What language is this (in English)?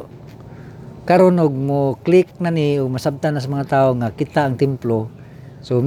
Cebuano